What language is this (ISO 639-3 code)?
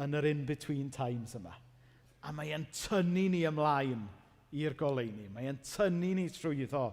cym